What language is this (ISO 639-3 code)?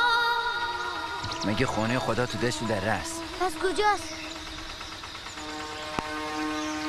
fas